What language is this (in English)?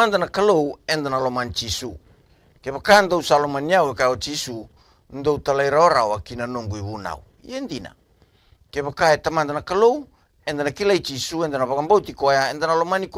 Fijian